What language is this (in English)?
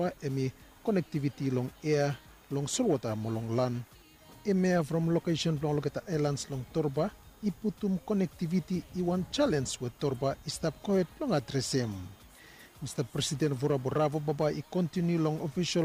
Bislama